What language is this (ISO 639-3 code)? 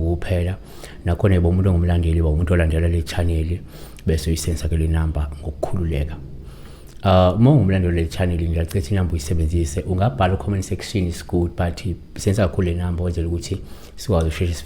zul